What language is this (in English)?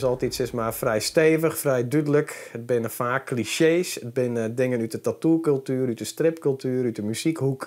Western Frisian